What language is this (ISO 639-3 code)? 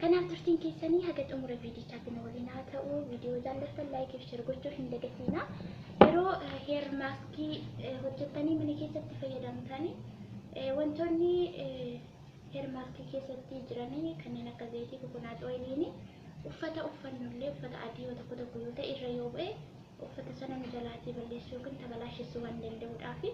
orm